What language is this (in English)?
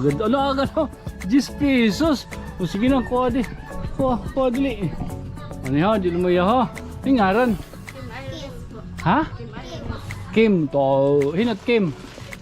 Waray